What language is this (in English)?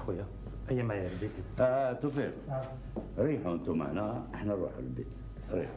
Algerian Arabic